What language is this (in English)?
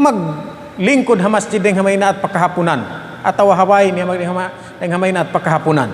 Tausug